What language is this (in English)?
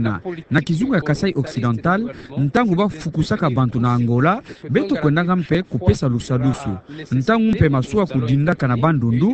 Kituba (Democratic Republic of Congo)